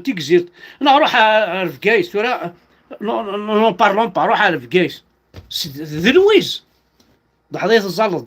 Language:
Kabyle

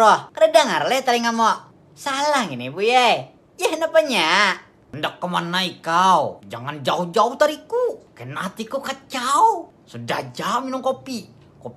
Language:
Banjar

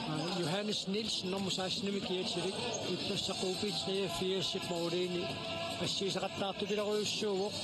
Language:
Kalaallisut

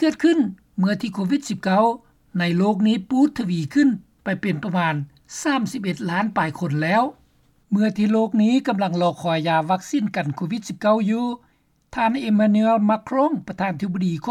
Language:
Lao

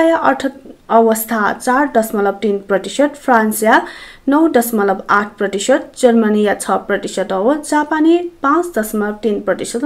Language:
Newari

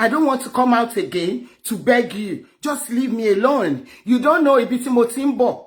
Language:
Yoruba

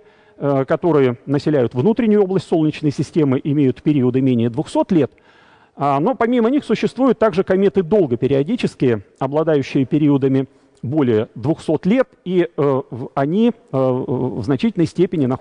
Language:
Russian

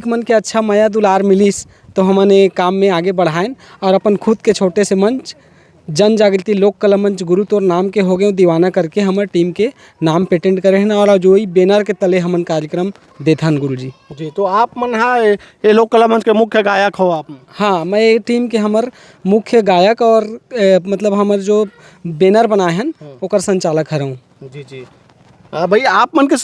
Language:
Chhattisgarhi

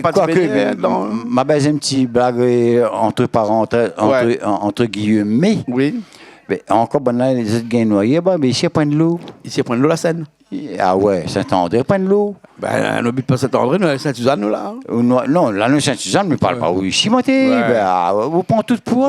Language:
Réunion Creole French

